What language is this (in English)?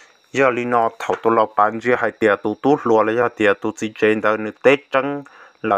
Hmong